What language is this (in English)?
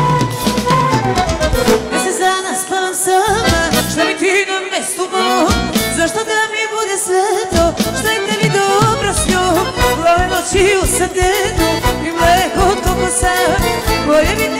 Serbian